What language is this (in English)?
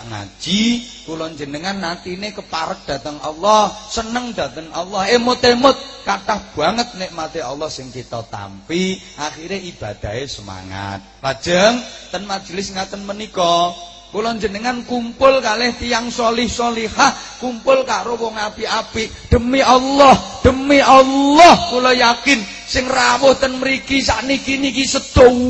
Javanese